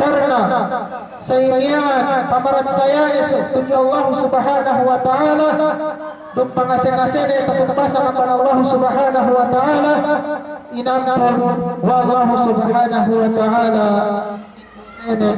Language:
Yakan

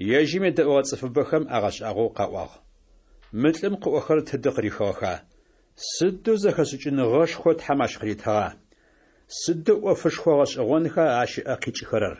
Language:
Adyghe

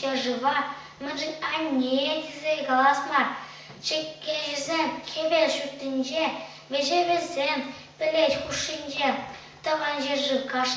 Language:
Chuvash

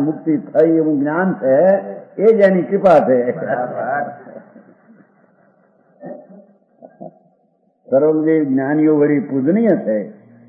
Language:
Gujarati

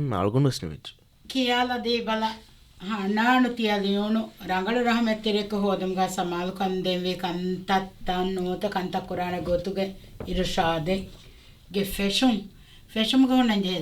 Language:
Divehi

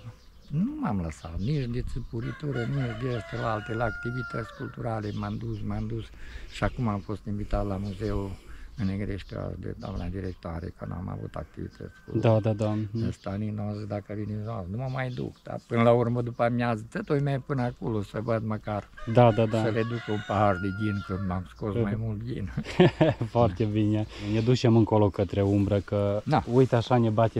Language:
Romanian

